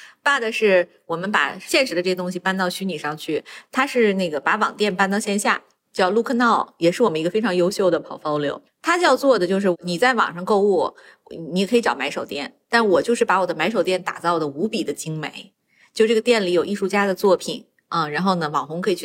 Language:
Chinese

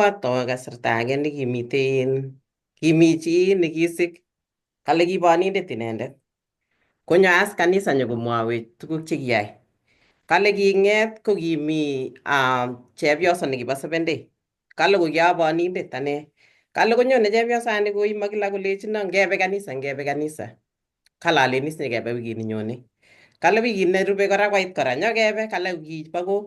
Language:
Kalenjin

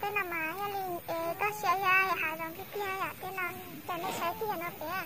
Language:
Hmong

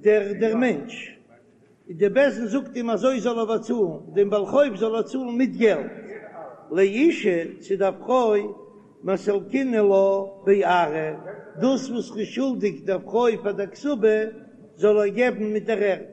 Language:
Yiddish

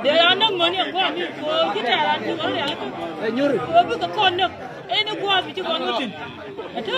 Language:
Nuer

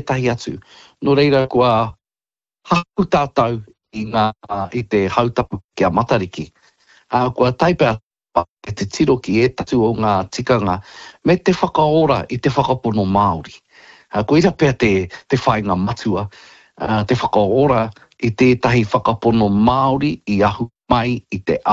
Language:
Māori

